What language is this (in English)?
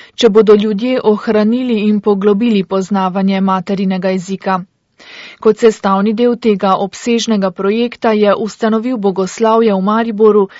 Slovenian